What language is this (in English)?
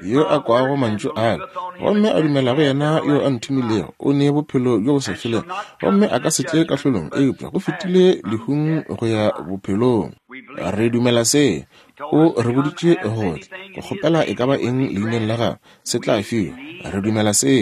Northern Sotho